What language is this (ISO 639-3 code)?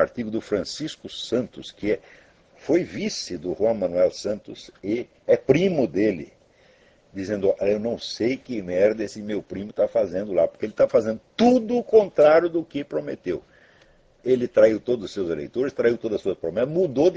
por